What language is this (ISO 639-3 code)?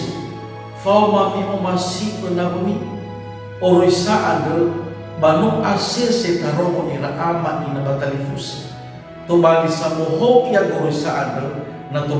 nia